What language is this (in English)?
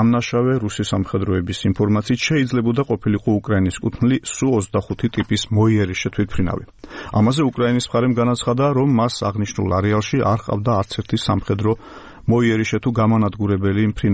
Georgian